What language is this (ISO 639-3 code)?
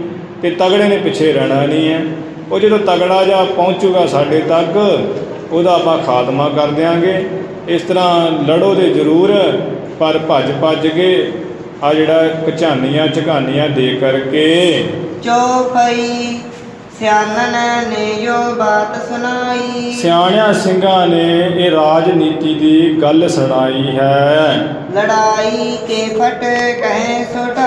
pan